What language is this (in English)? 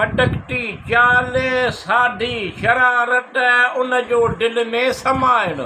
Sindhi